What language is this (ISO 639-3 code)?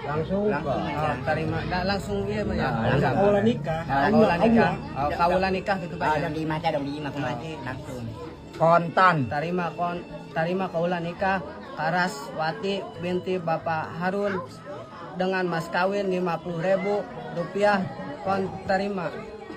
sun